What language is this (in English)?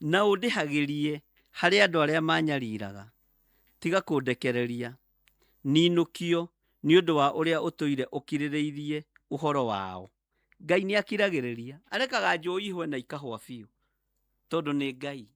Kikuyu